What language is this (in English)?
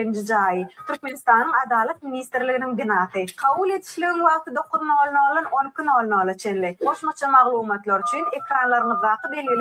Turkmen